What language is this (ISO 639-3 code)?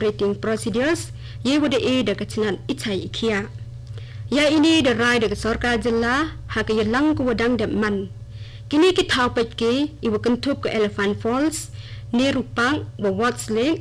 kha